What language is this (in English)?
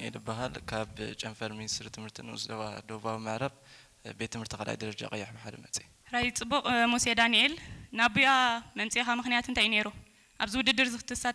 Tigrinya